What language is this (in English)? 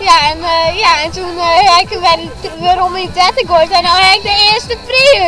Western Frisian